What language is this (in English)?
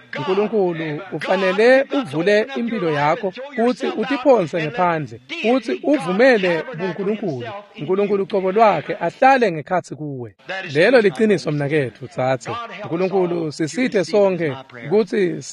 Swati